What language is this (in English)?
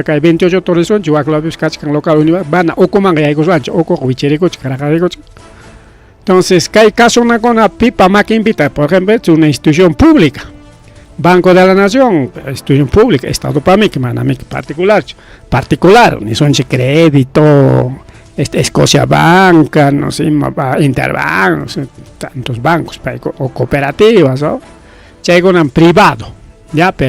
Ayacucho Quechua